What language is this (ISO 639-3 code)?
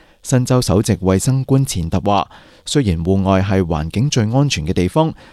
yue